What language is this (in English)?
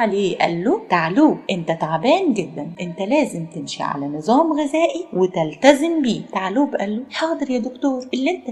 Egyptian Arabic